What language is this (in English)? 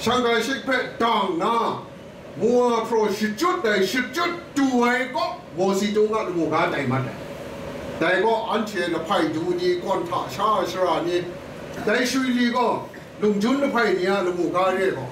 Kachin